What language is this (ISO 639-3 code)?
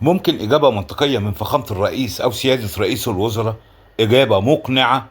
arz